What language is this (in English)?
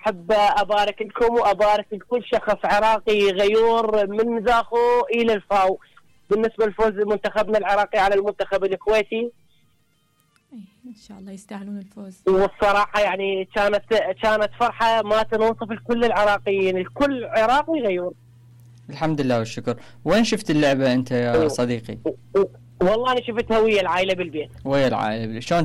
Mesopotamian Arabic